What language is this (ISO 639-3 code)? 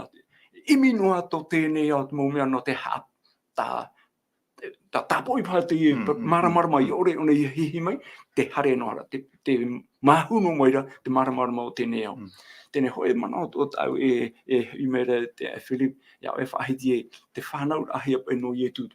tah